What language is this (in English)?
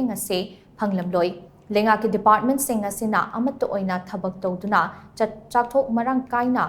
Manipuri